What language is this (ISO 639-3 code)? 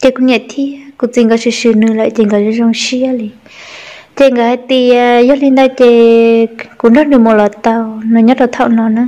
hmn